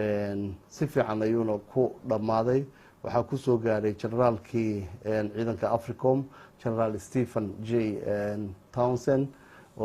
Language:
Somali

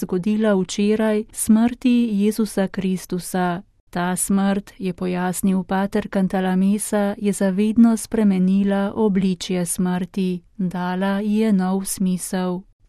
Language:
Slovenian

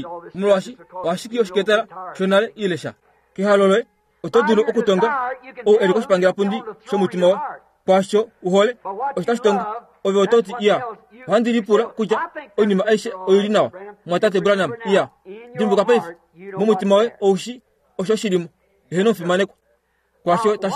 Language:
Kuanyama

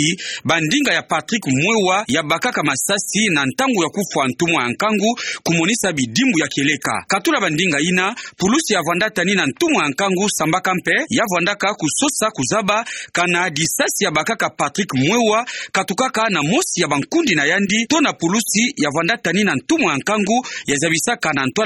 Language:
Kituba (Democratic Republic of Congo)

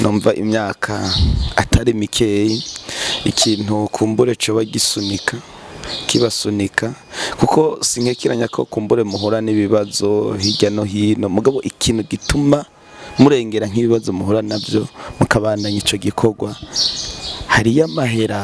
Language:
Rundi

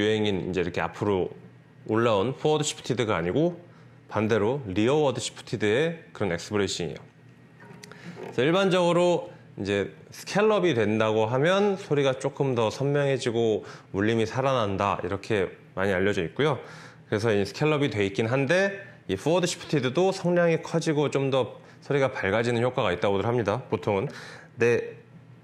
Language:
Korean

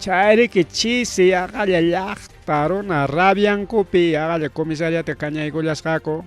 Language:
Ayacucho Quechua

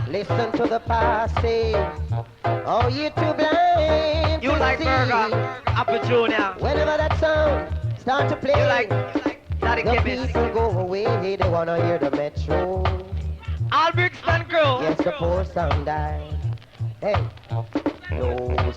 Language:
Jamaican Creole English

